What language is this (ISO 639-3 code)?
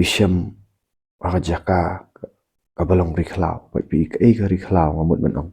kha